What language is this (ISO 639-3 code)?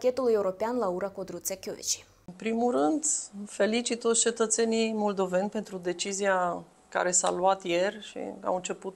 ron